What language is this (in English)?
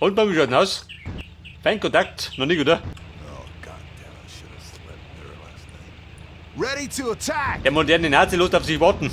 Bavarian